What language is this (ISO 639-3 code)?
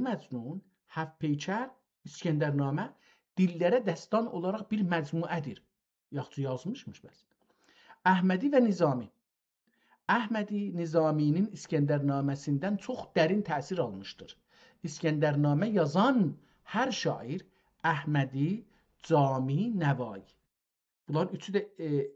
azb